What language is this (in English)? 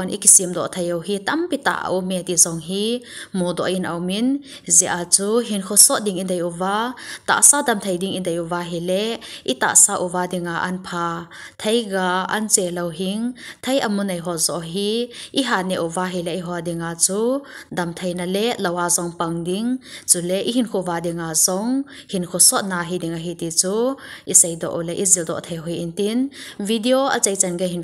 Thado Chin